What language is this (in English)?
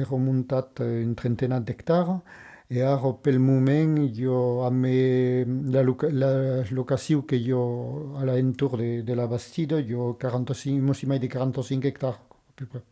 Occitan